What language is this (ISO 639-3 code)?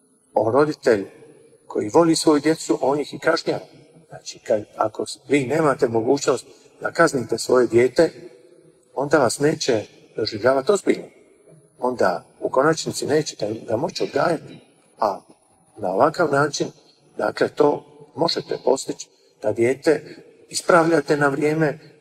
hrv